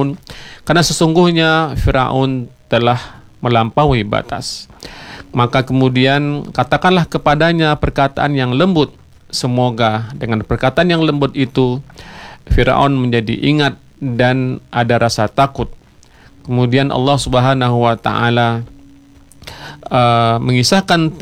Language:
Indonesian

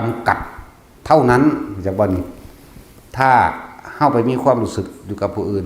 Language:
Northeastern Thai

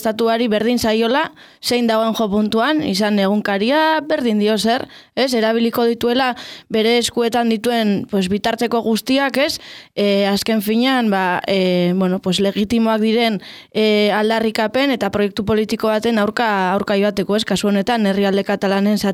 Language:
Basque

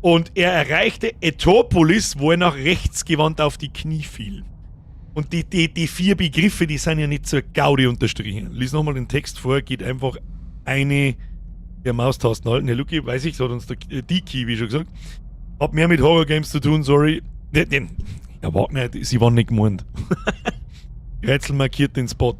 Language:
Bavarian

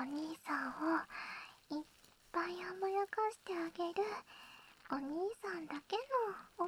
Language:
Japanese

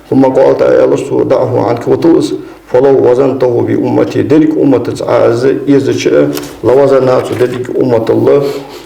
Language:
Ingush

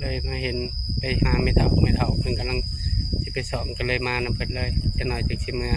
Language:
Northeastern Thai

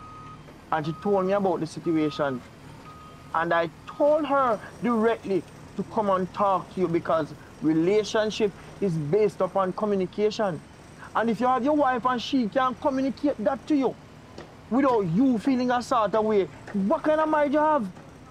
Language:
Jamaican Creole English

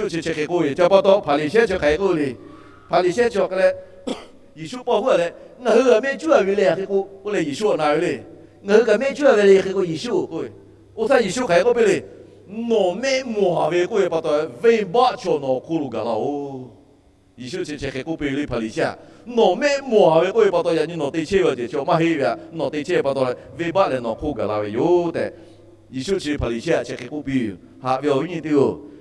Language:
Lahu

